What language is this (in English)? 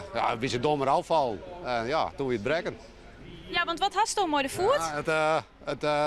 Western Frisian